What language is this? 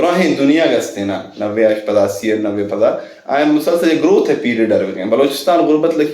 Brahui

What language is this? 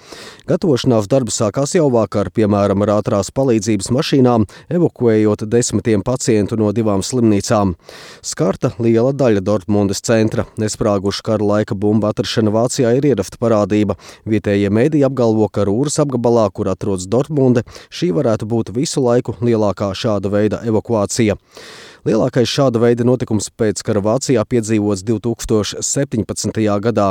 Latvian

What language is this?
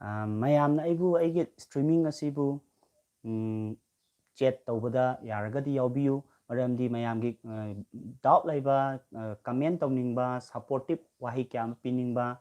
Manipuri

